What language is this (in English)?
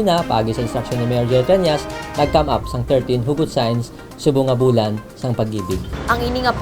Hiligaynon